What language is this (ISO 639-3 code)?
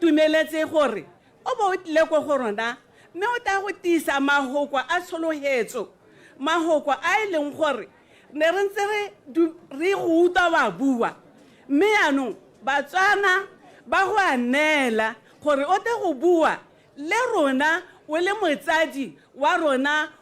tsn